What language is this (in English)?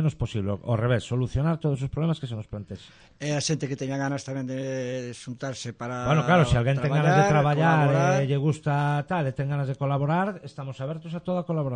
Galician